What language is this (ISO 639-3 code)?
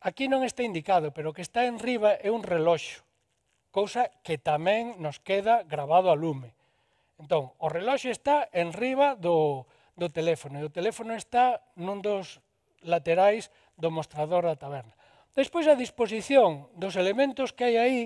glg